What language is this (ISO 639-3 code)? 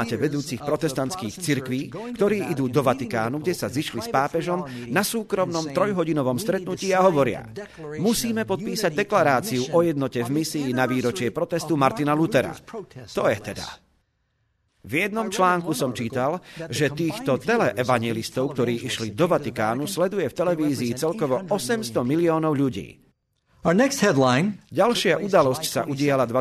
slk